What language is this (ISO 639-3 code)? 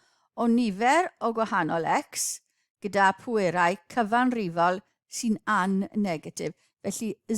cym